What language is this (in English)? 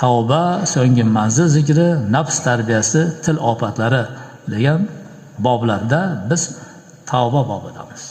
Uzbek